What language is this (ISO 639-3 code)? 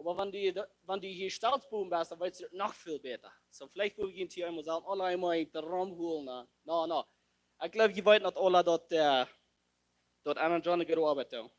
pdt